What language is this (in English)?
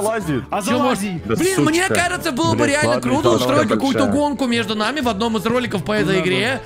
Russian